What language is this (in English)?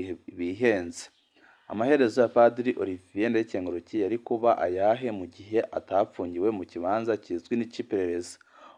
Rundi